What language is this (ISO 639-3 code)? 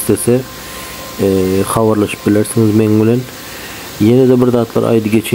tuk